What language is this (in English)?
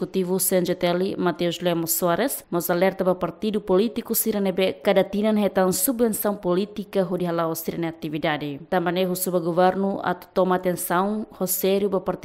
Tetum